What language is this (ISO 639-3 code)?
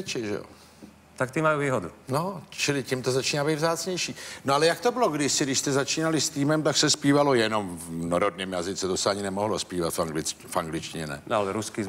slk